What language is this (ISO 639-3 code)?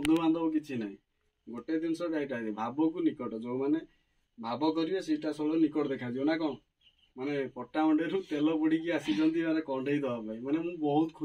ori